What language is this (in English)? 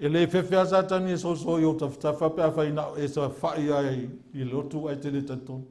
Samoan